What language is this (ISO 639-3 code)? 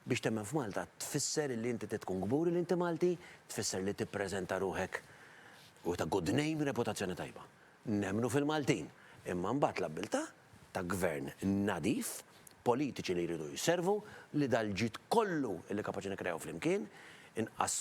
mlt